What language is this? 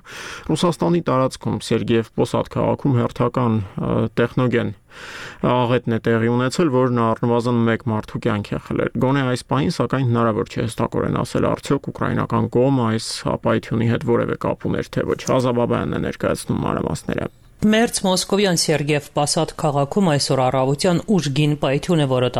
Armenian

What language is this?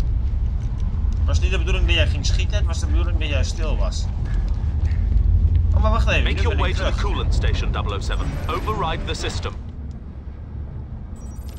Dutch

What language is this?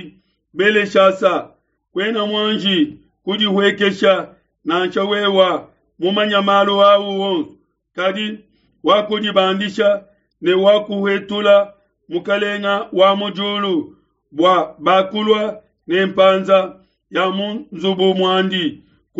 Luba-Lulua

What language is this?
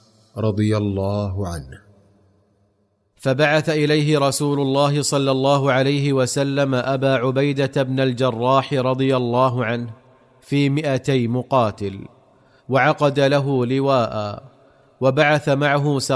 Arabic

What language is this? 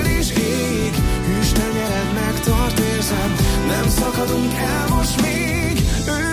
Hungarian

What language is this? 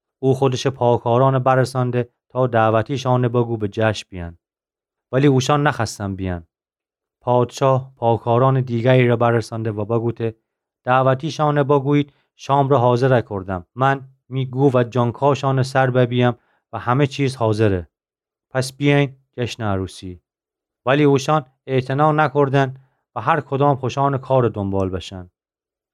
Gilaki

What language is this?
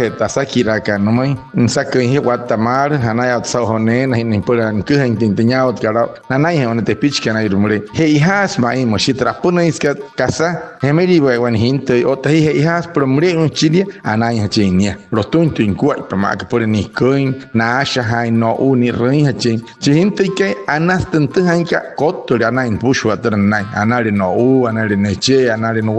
Wayuu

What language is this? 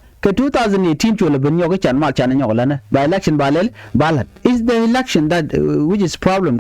Nuer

